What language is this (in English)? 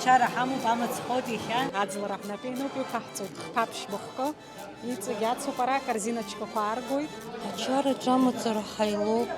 Abkhazian